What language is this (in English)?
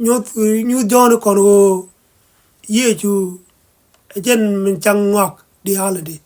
Nuer